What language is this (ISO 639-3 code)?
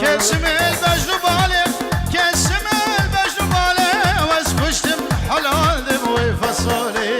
kur